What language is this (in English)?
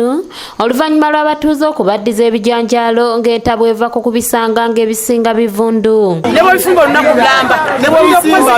Ganda